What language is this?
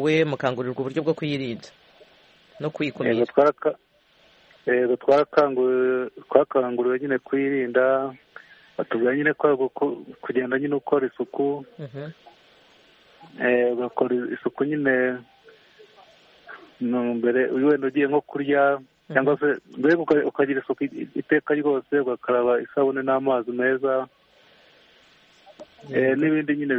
Kinyarwanda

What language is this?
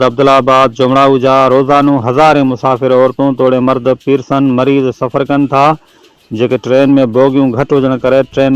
Sindhi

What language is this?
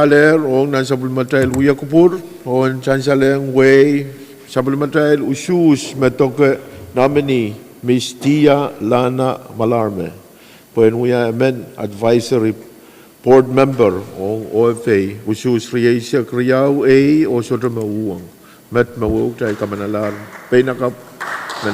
Pohnpeian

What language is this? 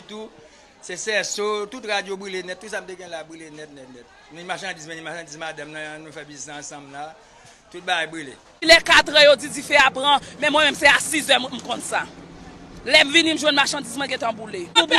Haitian Creole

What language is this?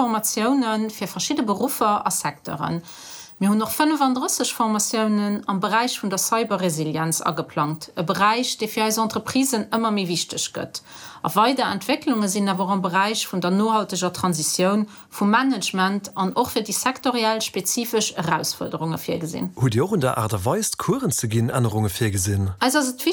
Luxembourgish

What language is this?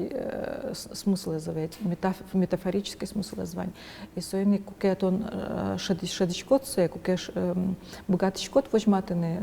Udmurt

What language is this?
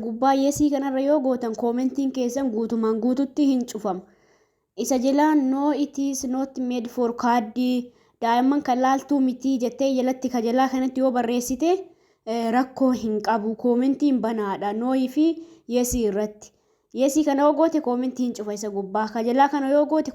Oromo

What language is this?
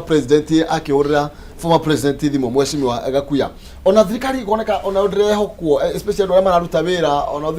Kikuyu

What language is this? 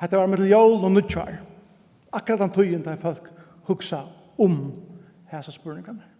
Faroese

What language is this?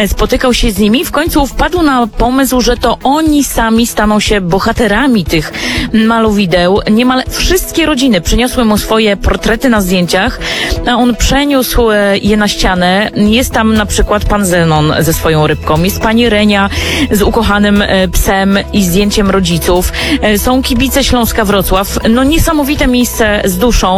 Polish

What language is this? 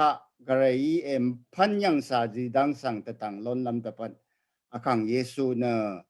Rawang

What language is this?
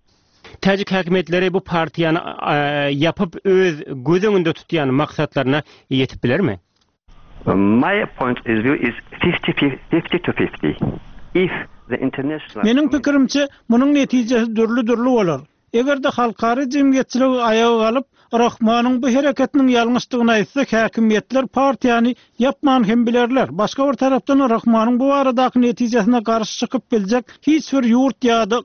Turkmen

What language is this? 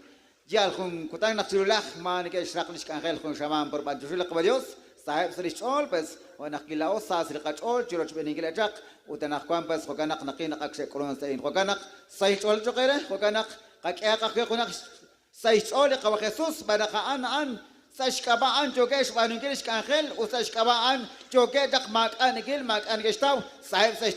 Kekchí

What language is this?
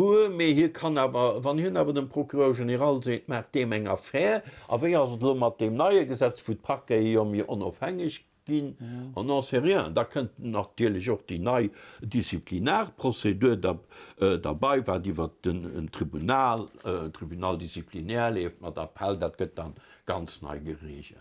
Luxembourgish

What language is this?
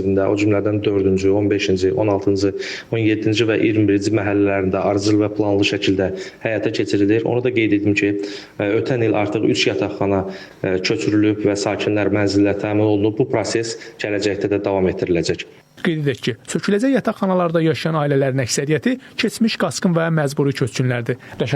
Azerbaijani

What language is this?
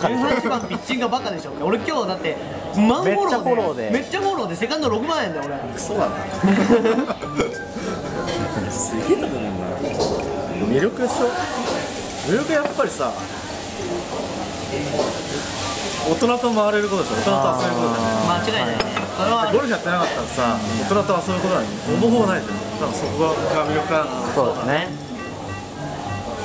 Japanese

